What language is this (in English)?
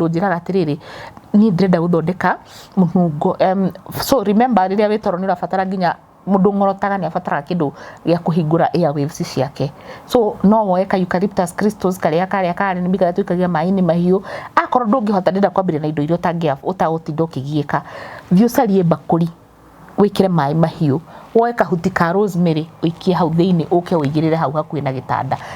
Kikuyu